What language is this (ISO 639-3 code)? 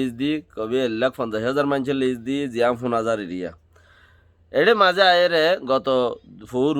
rhg